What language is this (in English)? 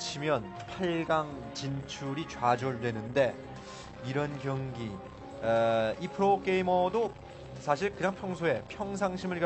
Korean